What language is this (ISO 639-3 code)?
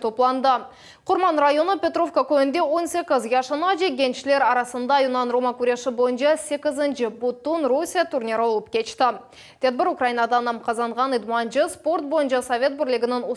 crh